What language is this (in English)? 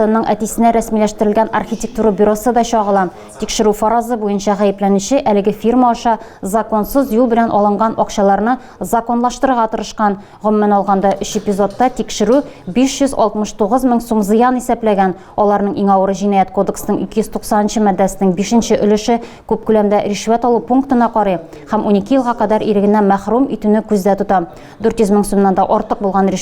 Tatar